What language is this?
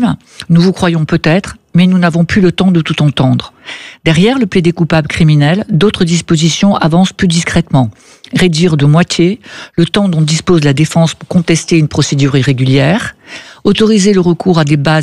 French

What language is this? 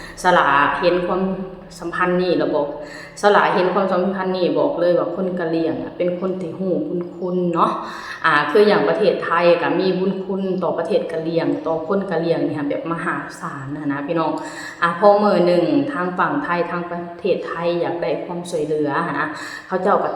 Lao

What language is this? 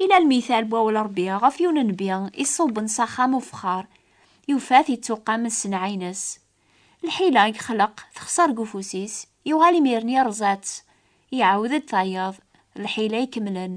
Kabyle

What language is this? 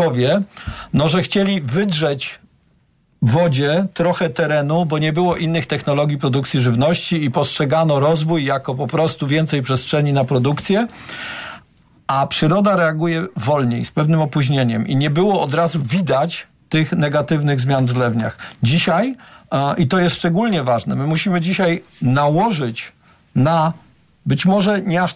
Polish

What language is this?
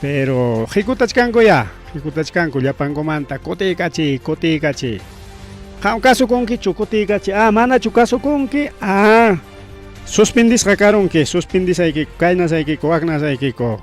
Ayacucho Quechua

